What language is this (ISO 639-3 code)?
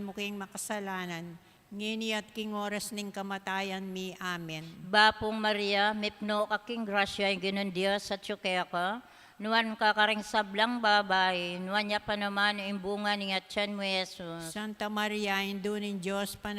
pam